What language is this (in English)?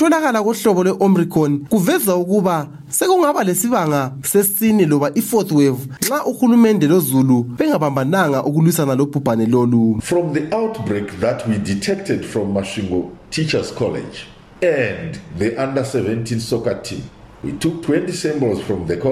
North Ndebele